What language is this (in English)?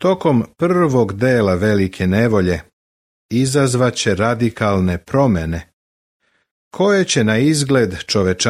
Serbian